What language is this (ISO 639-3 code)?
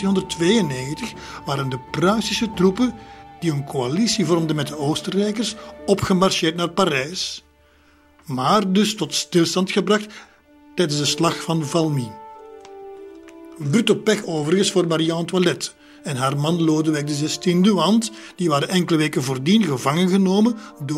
nld